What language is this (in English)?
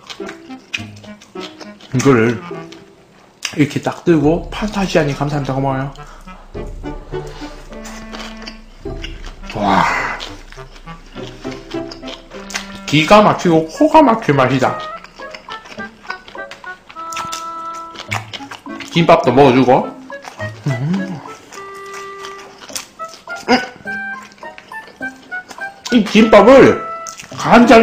Korean